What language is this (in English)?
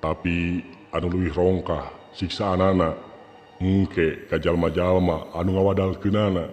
Sundanese